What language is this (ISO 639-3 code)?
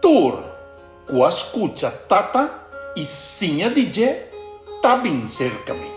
pap